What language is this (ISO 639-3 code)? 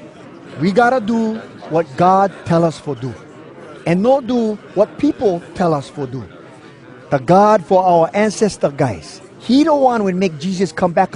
hwc